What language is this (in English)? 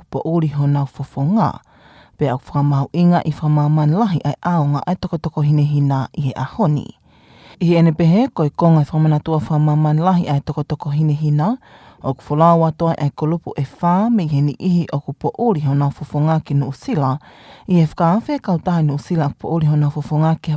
Tongan